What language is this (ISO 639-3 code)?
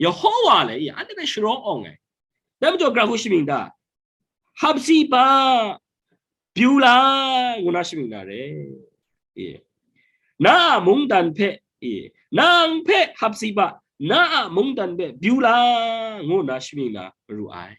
kac